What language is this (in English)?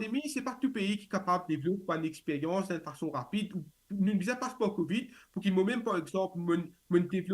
Morisyen